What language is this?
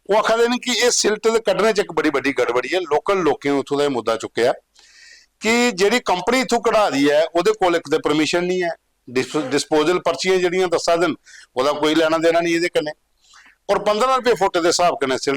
Dogri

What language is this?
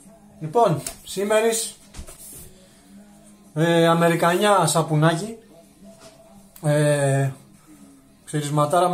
Greek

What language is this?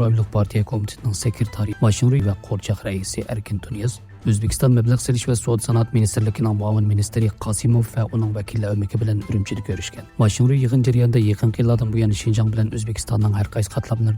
Uyghur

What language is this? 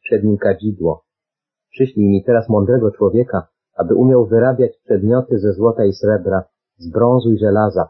Polish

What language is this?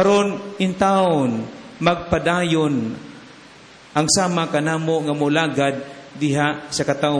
Cebuano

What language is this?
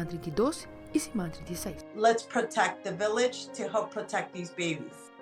Papiamento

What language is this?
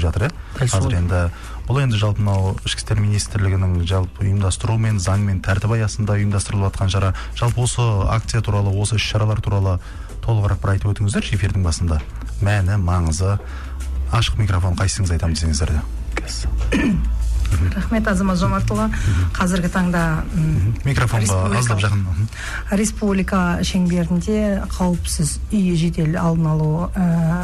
Kazakh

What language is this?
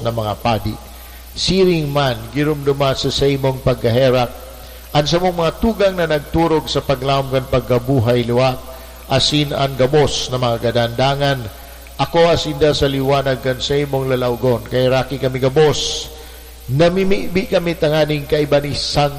Bikol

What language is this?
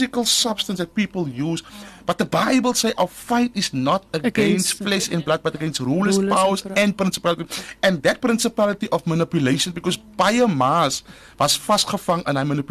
Afrikaans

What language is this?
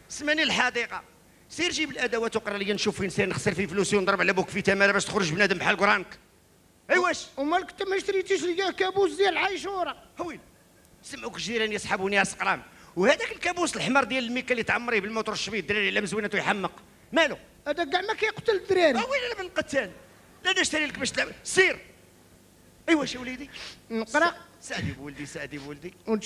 Moroccan Arabic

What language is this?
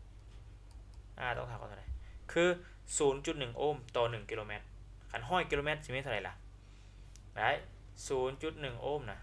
Lao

